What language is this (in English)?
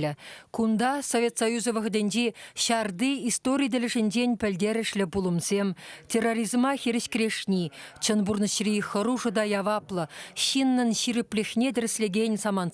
Chuvash